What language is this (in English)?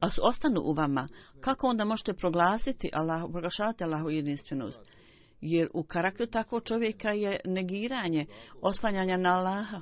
Bosnian